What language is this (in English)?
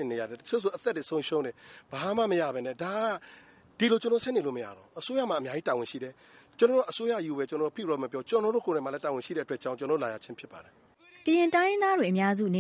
Burmese